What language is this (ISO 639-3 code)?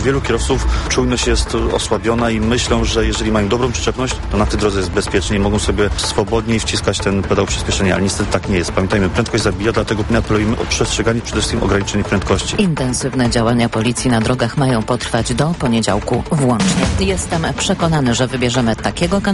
pol